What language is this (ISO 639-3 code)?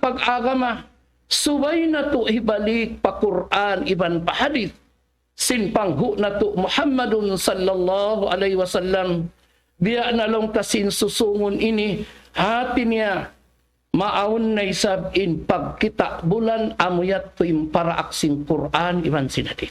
tsg